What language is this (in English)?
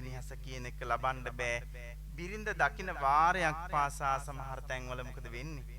Sinhala